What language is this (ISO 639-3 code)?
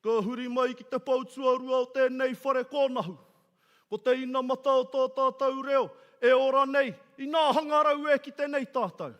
mri